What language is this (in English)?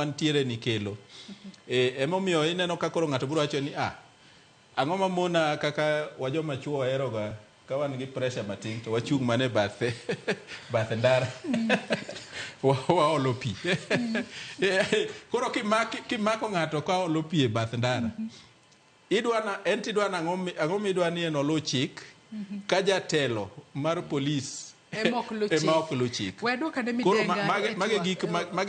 Luo (Kenya and Tanzania)